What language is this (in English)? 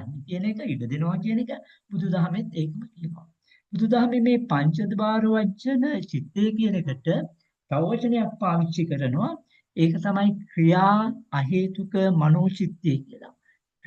Sinhala